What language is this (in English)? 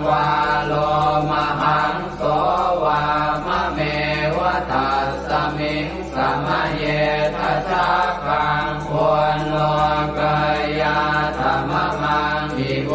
Pali